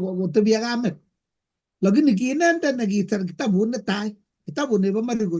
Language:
Kalenjin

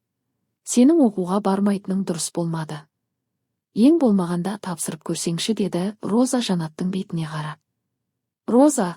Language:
Kazakh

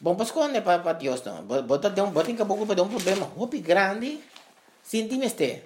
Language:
Papiamento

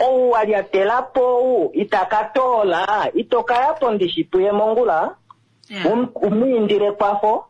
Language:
Kuanyama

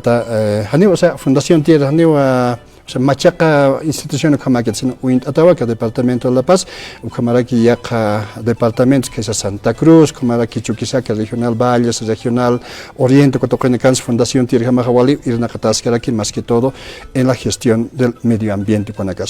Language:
Aymara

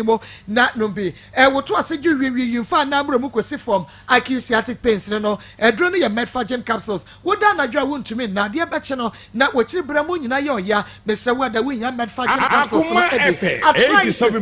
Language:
Akan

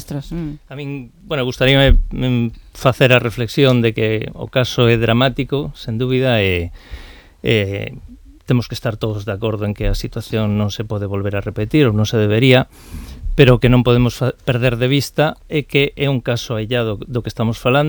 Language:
Galician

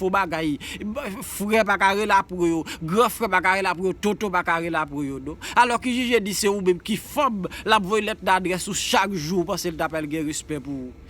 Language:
Haitian Creole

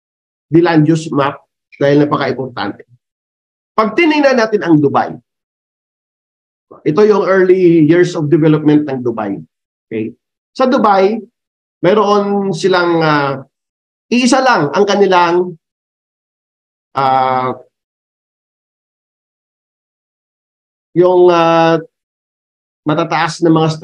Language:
Filipino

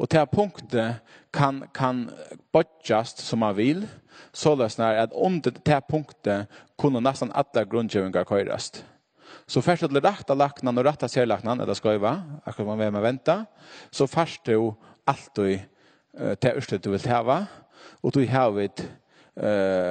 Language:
Faroese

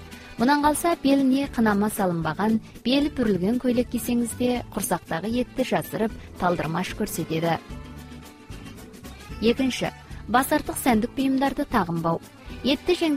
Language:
Kazakh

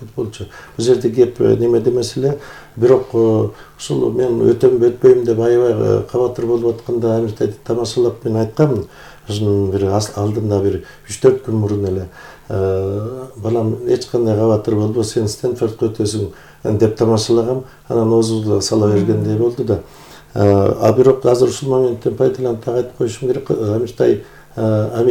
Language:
Kyrgyz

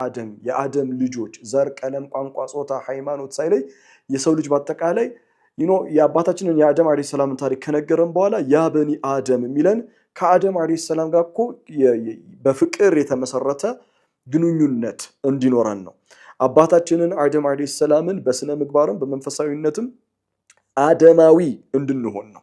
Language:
Amharic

